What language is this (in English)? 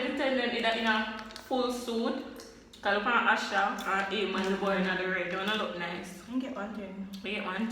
Jamaican Creole English